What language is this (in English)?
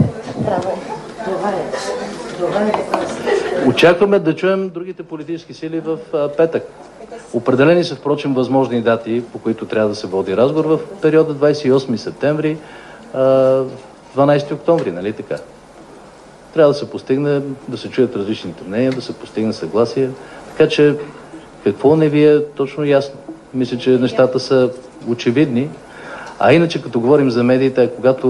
Bulgarian